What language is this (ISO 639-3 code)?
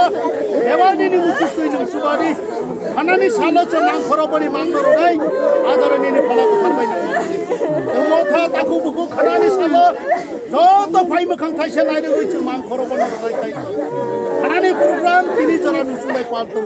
trp